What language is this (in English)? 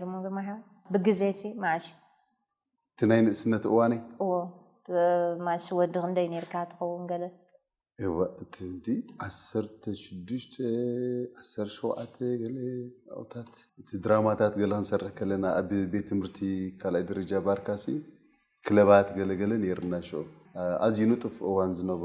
Tigrinya